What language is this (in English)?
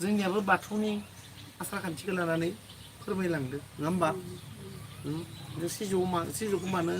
Bodo